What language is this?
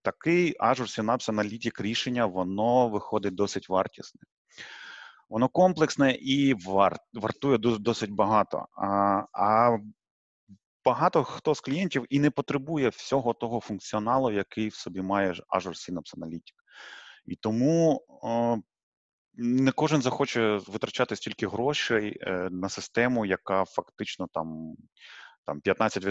Ukrainian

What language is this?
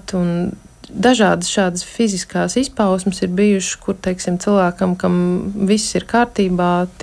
Latvian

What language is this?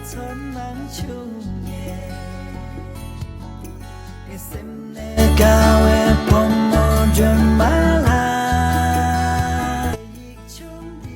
Tibetan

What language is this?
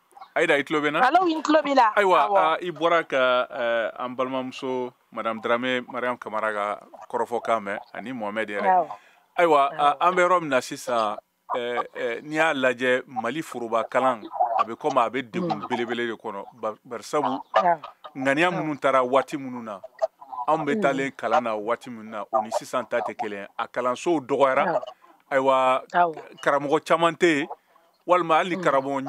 Bambara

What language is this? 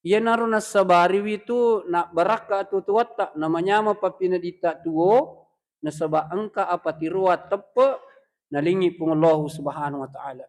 Buginese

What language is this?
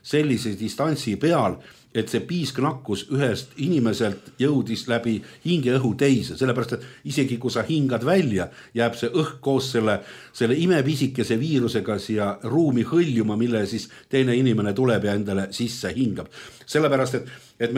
Estonian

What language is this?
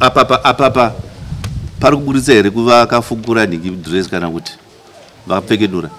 Shona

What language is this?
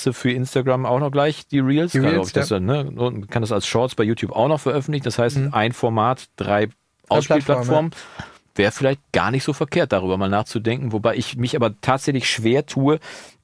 German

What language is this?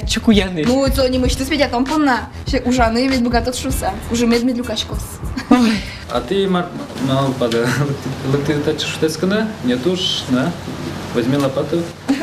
Udmurt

